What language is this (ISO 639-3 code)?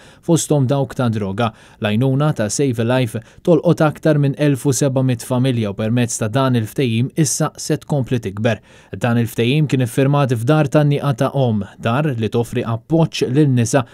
mlt